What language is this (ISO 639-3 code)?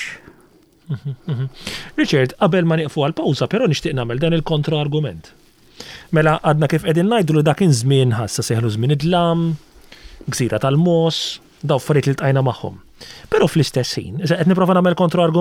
mlt